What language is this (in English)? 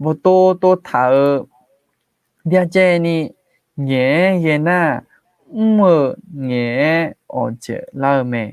Akha